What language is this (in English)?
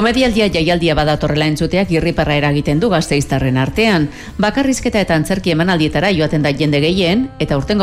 Basque